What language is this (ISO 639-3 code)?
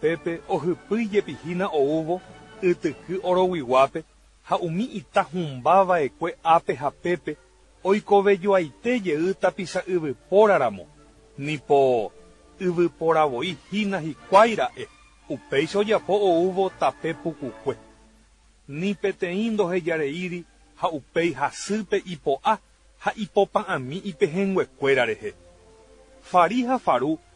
grn